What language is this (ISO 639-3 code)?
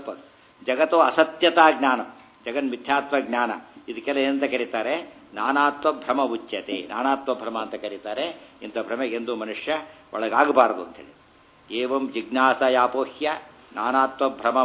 kan